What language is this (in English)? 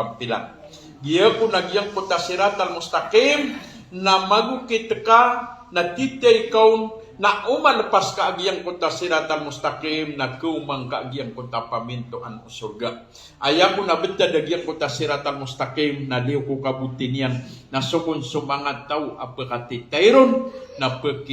Maranao